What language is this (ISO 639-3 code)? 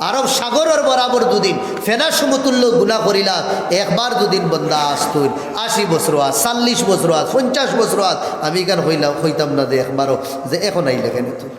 syl